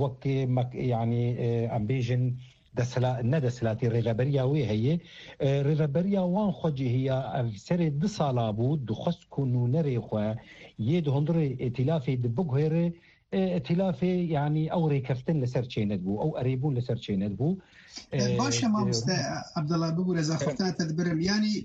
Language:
Kurdish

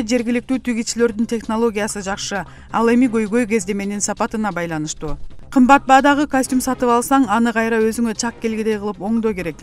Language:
Kyrgyz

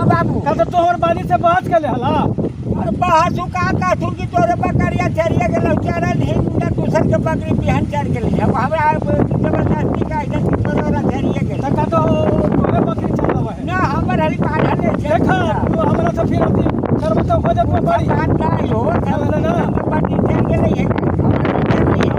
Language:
Magahi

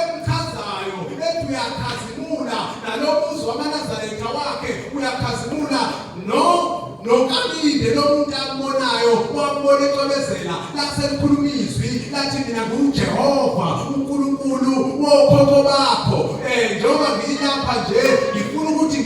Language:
Zulu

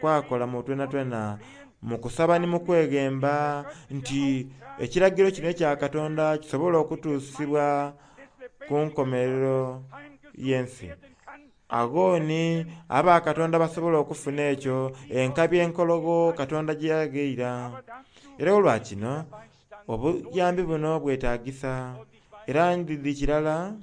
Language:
Soga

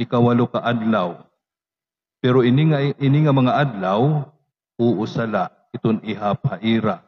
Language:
Waray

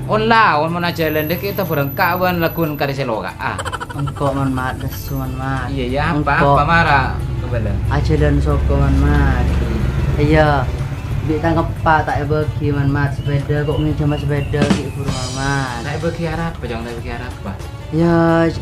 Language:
Madurese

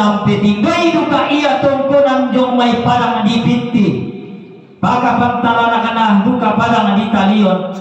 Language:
Toraja-Sa'dan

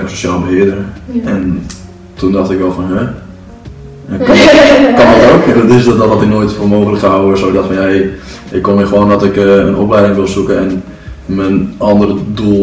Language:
Dutch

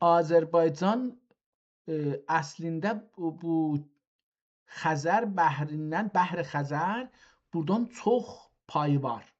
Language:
South Azerbaijani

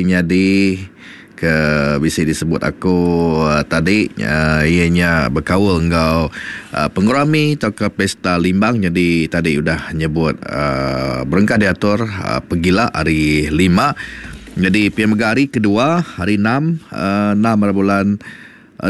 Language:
Iban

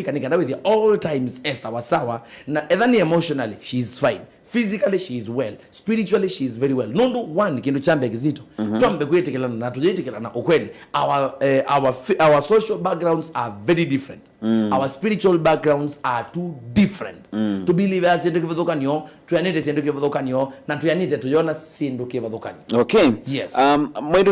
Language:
Kamba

